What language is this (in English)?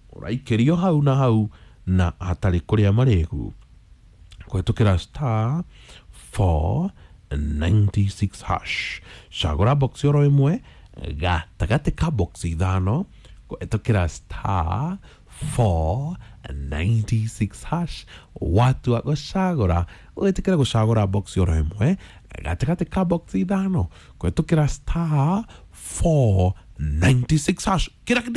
Kikuyu